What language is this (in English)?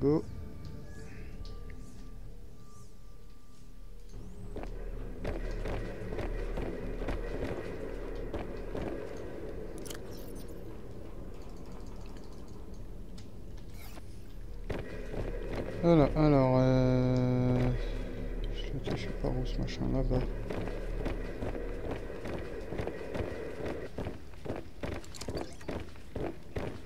French